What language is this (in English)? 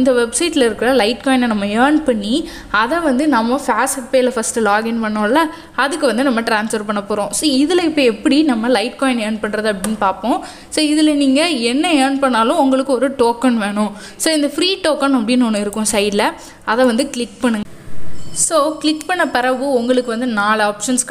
Tamil